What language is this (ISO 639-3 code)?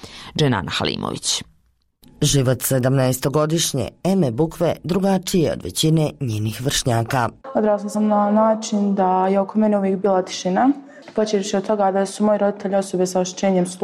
bos